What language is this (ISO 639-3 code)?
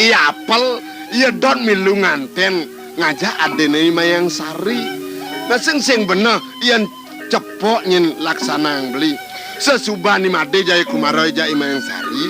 ban